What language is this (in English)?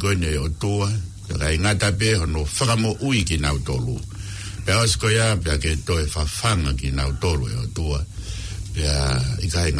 Tongan